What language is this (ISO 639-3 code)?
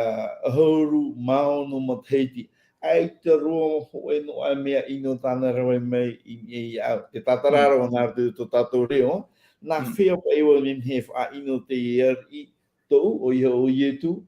tah